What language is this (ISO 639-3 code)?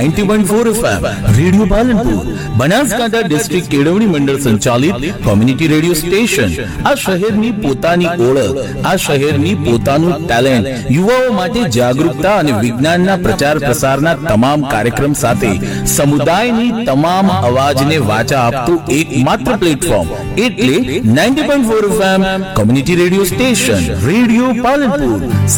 guj